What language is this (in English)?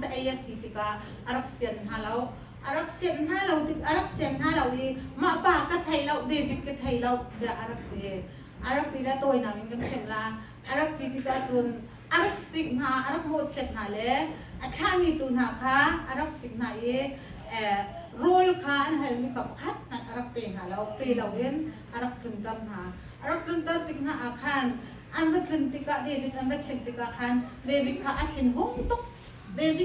Hakha Chin